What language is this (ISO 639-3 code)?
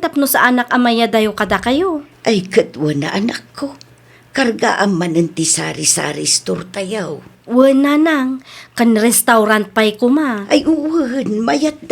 ilo